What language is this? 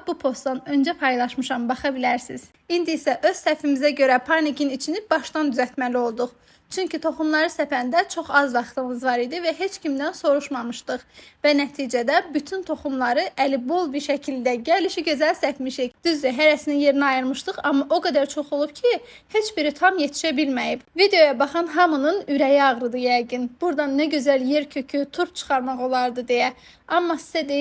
Azerbaijani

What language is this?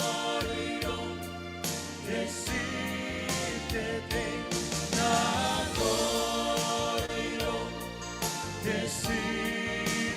Gilbertese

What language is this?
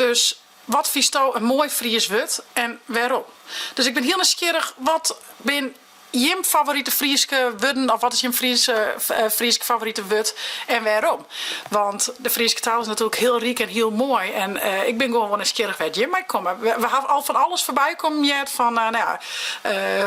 Western Frisian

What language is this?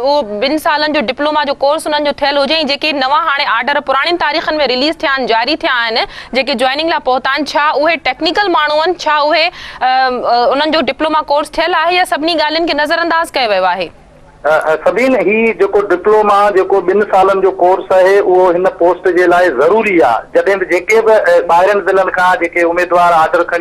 Sindhi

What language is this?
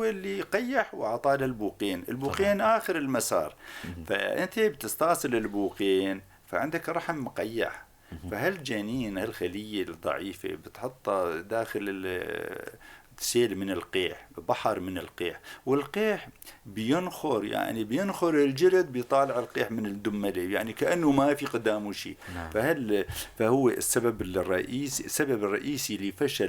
North Levantine Arabic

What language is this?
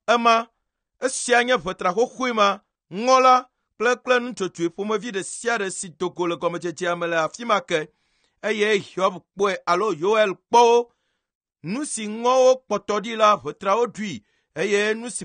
Ewe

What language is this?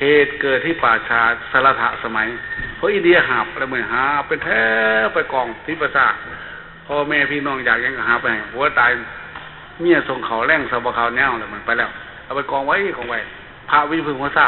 Northeastern Thai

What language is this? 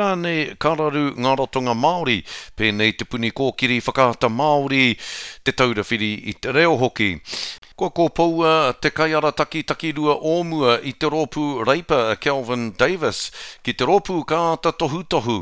Māori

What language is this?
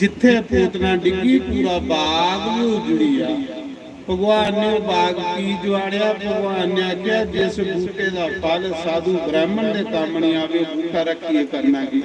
Dogri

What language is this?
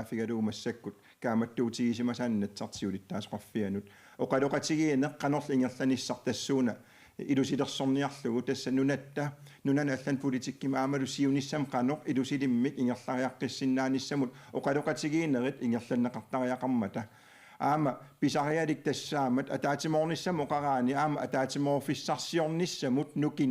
Kalaallisut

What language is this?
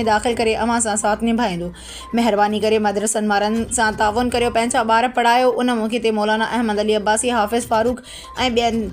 Sindhi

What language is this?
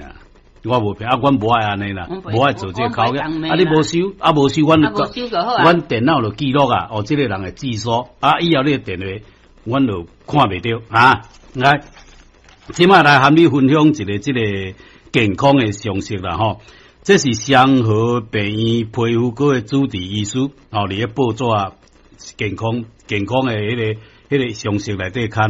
Min Nan Chinese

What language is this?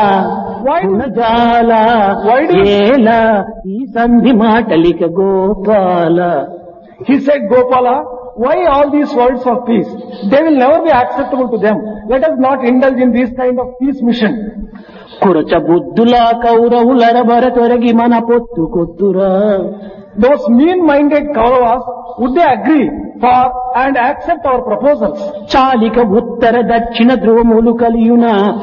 Telugu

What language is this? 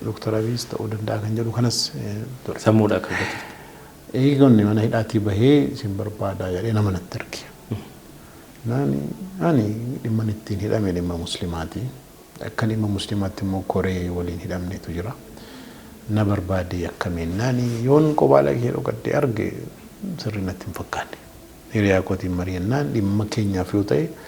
Oromo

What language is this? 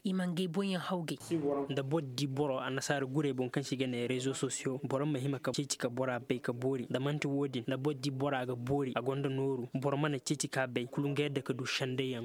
Koyraboro Senni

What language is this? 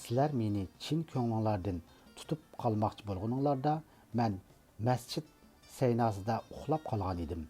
Uyghur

